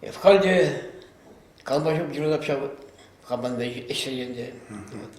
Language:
Chuvash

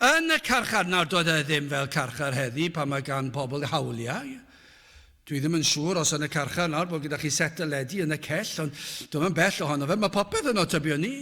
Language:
Welsh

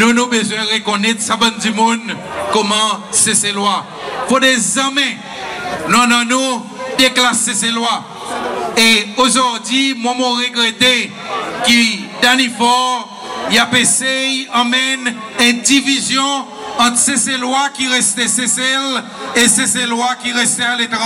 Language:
Seselwa Creole French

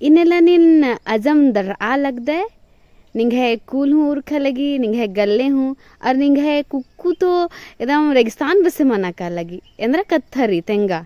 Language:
Kurukh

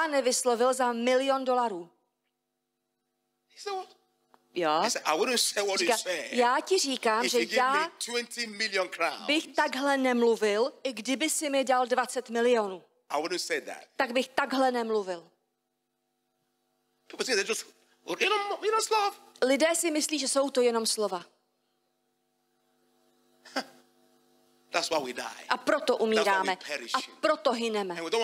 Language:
Czech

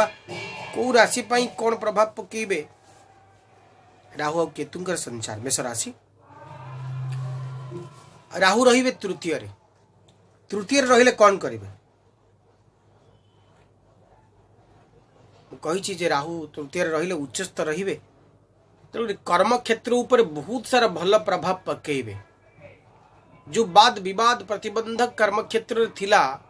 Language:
Odia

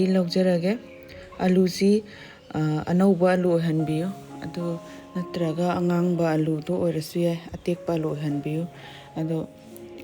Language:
Manipuri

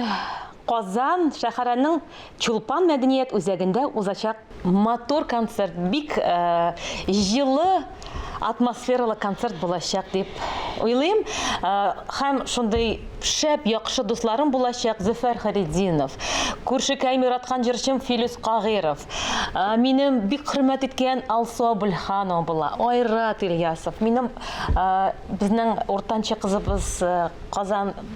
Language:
Tatar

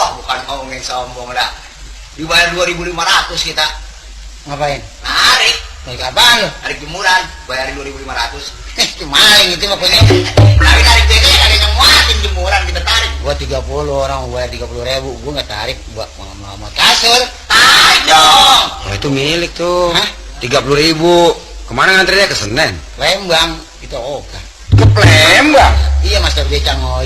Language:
Betawi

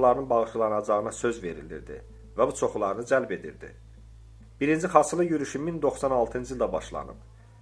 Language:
Azerbaijani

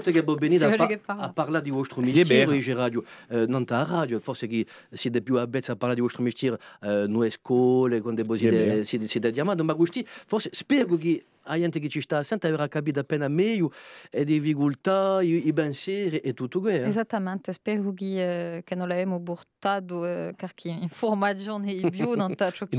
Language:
Corsican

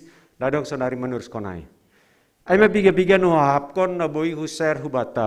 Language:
Batak Simalungun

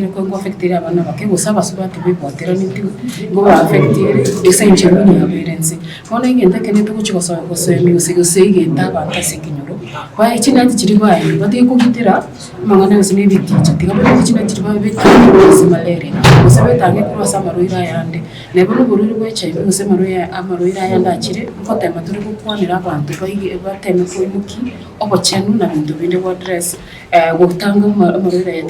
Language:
Gusii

